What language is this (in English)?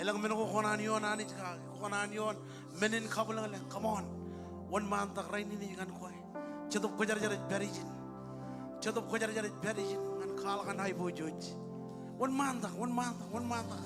Marshallese